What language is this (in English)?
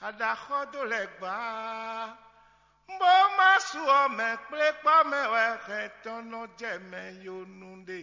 Fon